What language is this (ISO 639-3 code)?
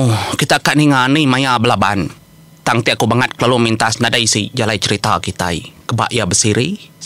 iba